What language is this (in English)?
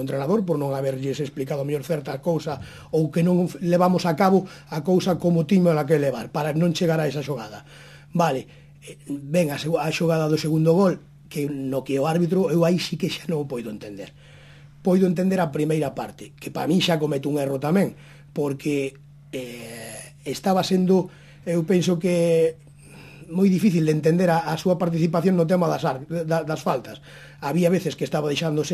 Galician